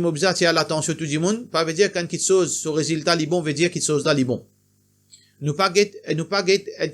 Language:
Morisyen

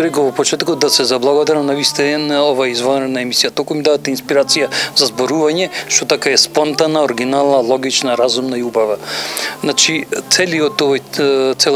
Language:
Macedonian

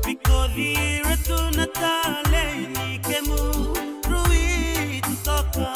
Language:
Fijian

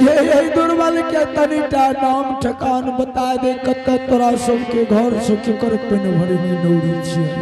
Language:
Angika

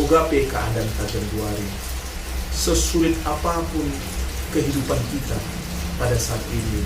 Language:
Batak Karo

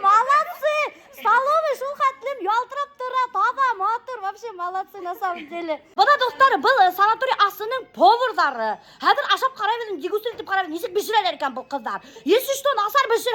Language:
Bashkir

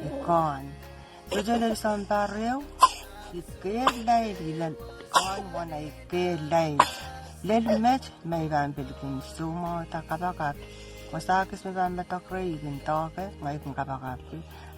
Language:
Pohnpeian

